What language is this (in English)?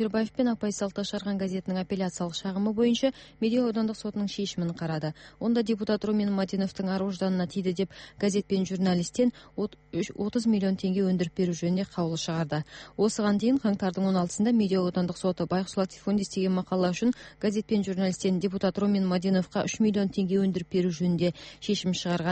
Kyrgyz